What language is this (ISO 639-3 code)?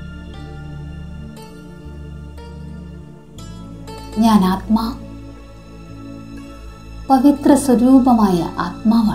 mal